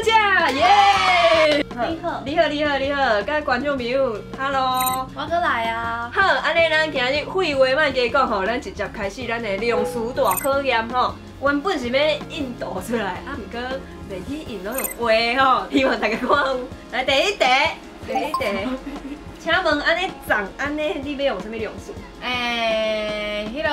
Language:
Min Nan Chinese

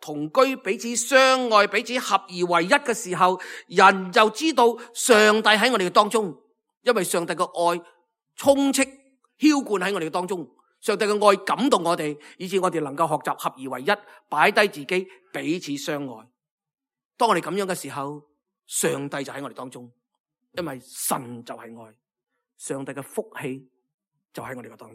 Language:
Cantonese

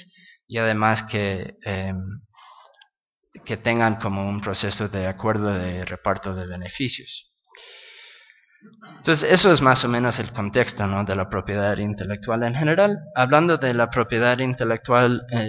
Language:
Spanish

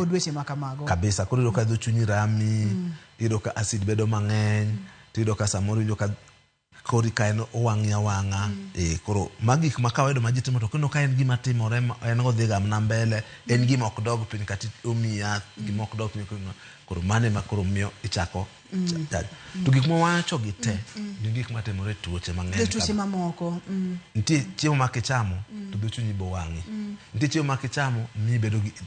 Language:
Luo (Kenya and Tanzania)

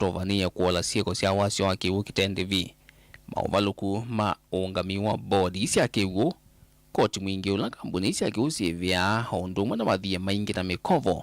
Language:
Kamba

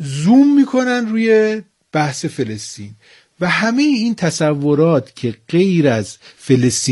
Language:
Persian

